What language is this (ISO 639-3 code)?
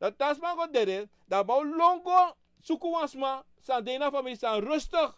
srn